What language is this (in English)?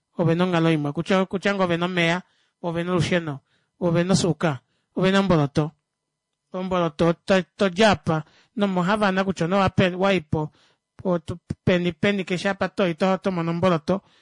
Kuanyama